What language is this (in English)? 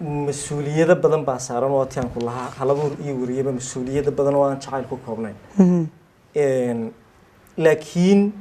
Somali